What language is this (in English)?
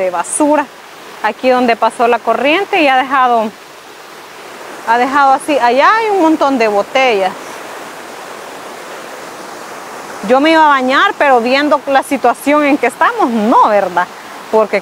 Spanish